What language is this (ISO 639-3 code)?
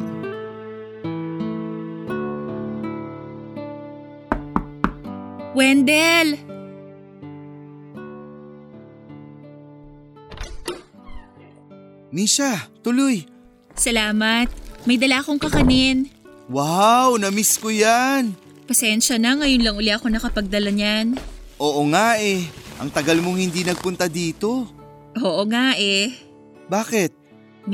fil